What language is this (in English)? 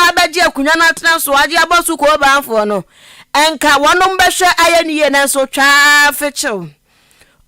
Akan